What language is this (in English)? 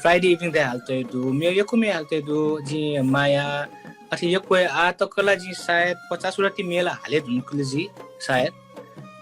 Newari